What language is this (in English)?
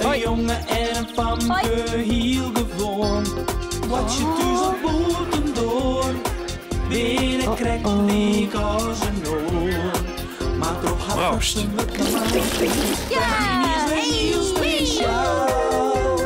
Western Frisian